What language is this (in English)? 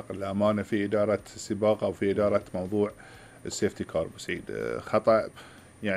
Gulf Arabic